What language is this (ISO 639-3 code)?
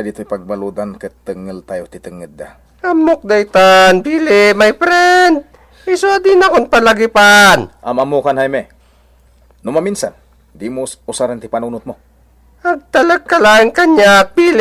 ilo